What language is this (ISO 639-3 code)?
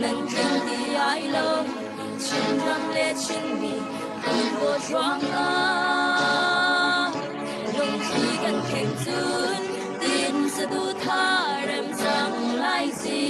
cnh